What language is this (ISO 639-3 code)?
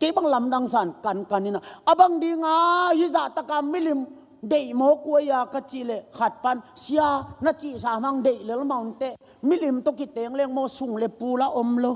ctd